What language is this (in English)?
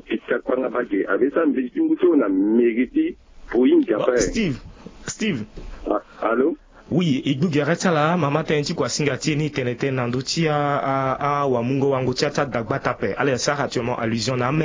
Sango